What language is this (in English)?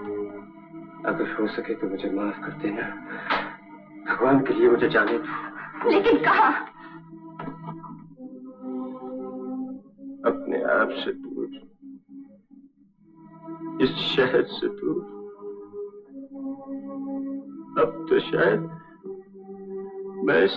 Hindi